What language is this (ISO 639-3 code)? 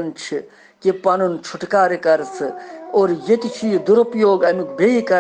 kas